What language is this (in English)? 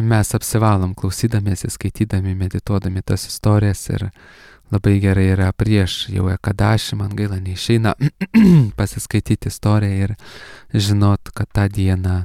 Lithuanian